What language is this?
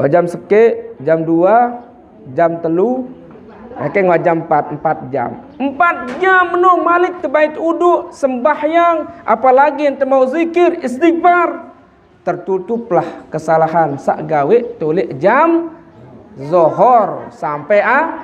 Sasak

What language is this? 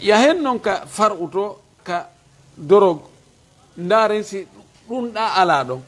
Fula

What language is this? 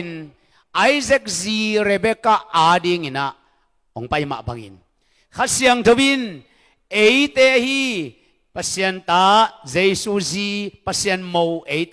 Tedim Chin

